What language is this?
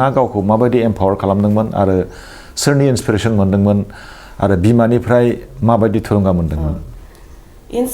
Bodo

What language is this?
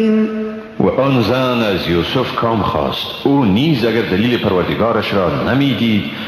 Persian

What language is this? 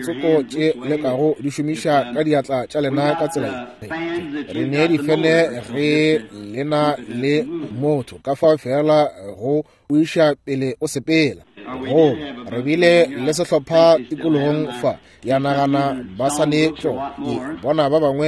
Northern Sotho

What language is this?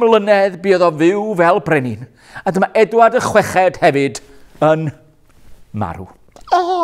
Welsh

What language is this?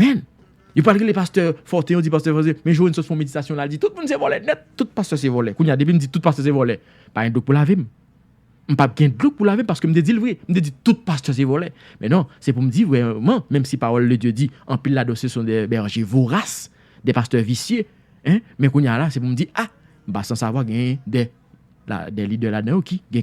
Haitian Creole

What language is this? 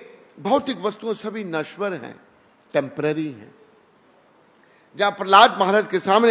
Hindi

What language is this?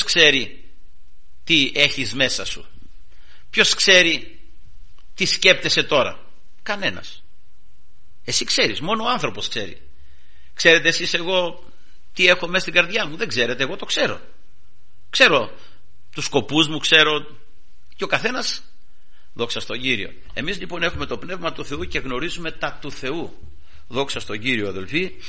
Greek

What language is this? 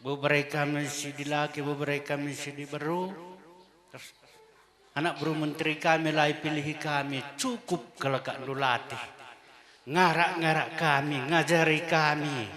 Batak Karo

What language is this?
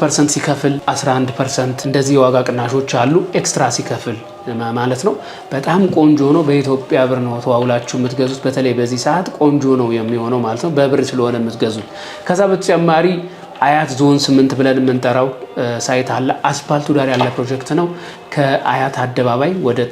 Amharic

